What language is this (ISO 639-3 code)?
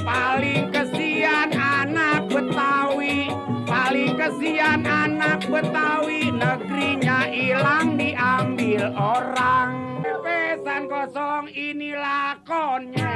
bew